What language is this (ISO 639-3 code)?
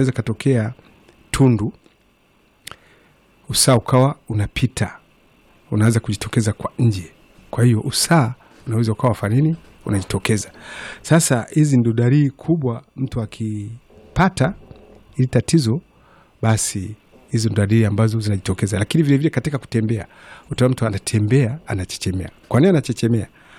swa